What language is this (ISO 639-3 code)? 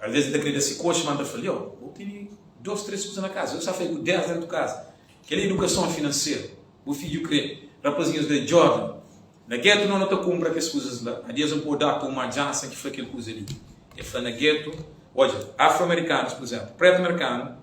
kea